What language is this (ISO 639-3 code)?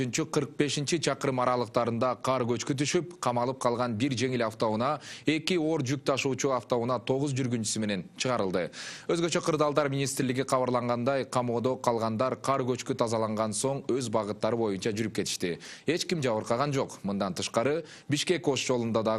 kir